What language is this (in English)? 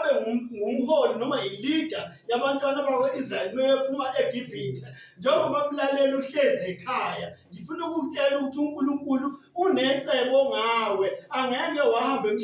Zulu